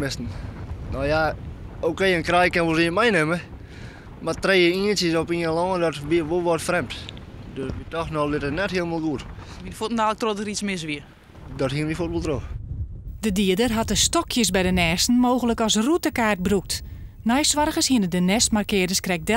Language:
Western Frisian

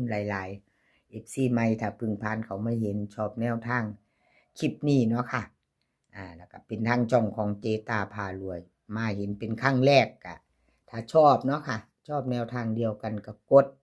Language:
Northeastern Thai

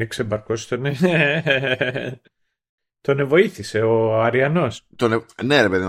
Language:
Greek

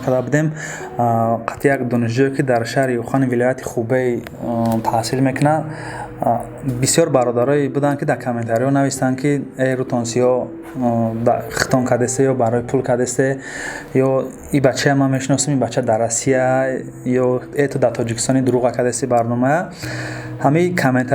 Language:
Tajik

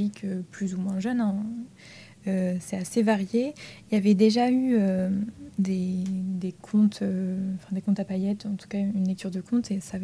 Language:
French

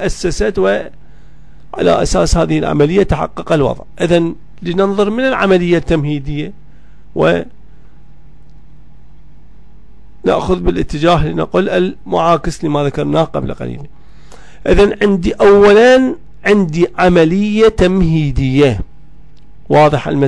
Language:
Arabic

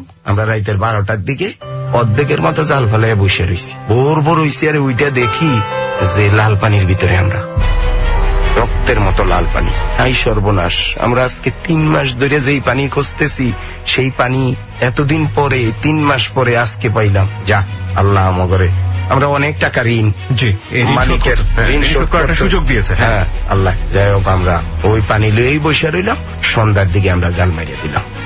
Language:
Bangla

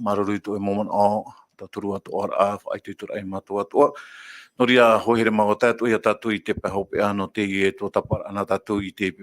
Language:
Tahitian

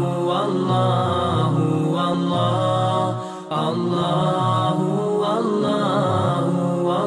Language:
Bosnian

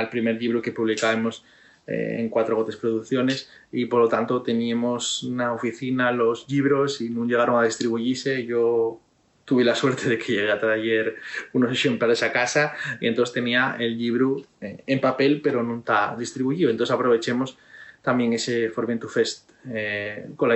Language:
Asturian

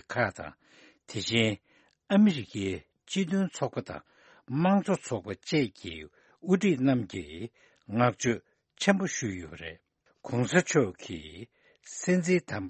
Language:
Tibetan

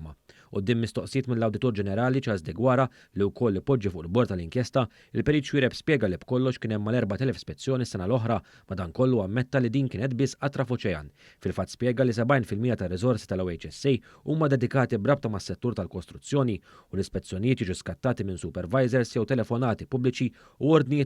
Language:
Maltese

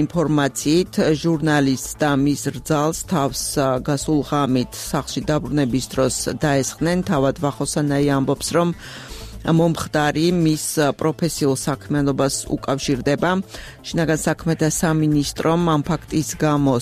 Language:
Georgian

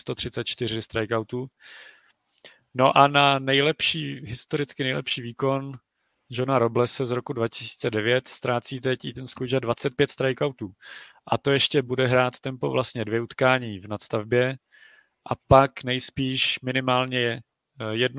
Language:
Czech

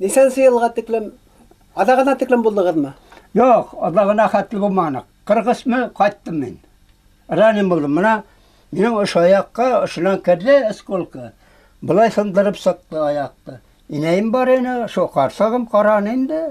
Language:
Bashkir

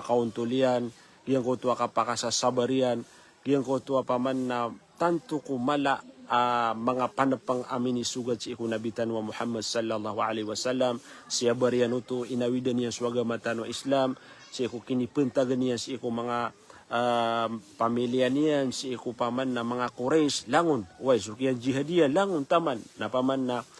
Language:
Maranao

